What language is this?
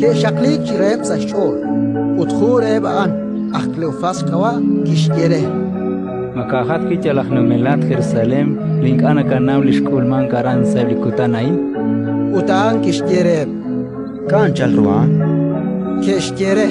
Kekchí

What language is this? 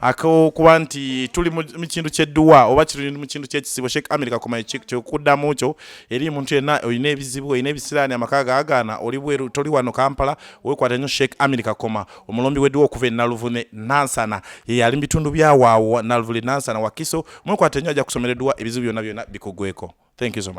Ganda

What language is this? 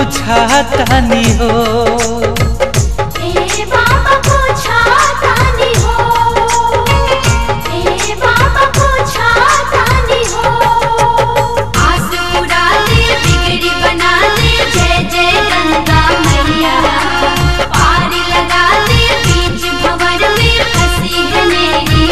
Bhojpuri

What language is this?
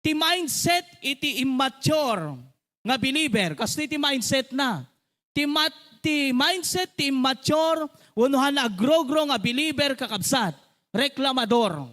Iloko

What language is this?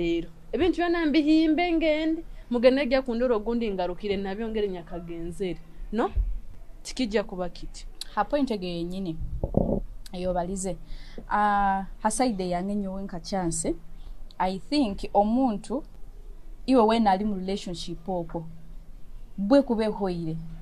Nyoro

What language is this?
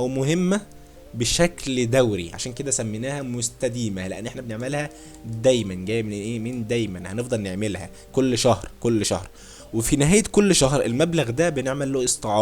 Egyptian Arabic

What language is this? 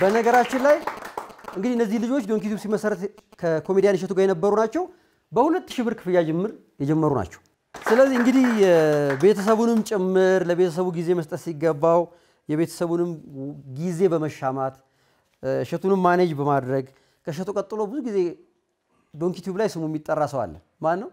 Amharic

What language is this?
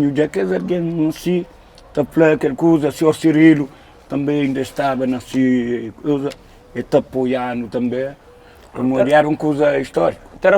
Kabuverdianu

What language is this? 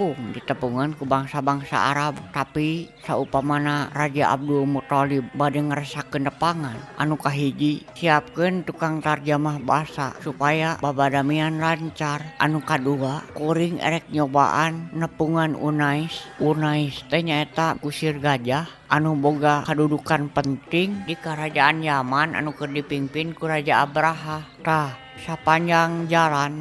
Sundanese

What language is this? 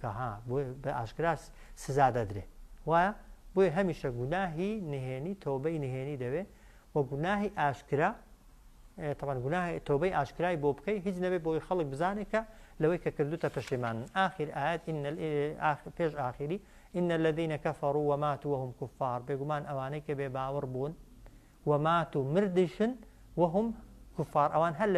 Central Kurdish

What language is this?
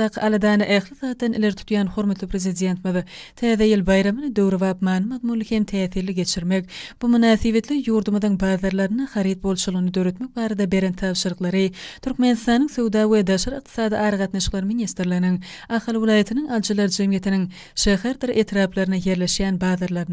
Turkmen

